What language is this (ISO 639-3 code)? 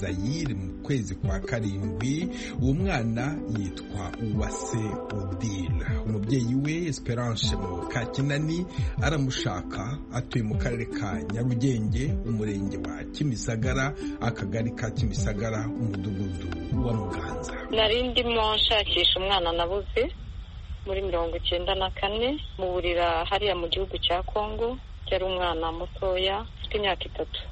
kin